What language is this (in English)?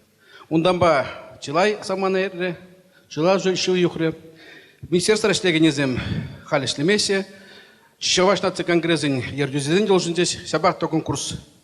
Chuvash